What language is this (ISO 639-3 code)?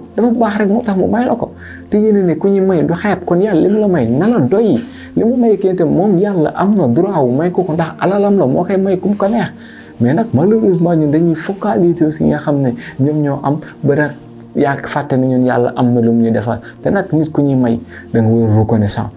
wol